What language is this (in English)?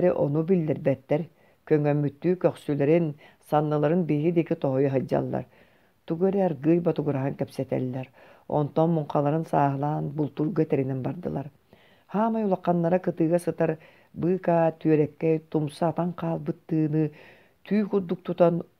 Yakut